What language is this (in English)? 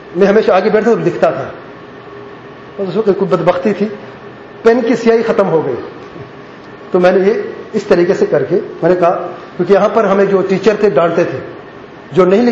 Urdu